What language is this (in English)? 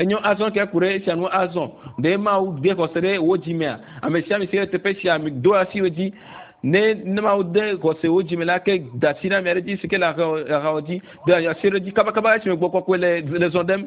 Ewe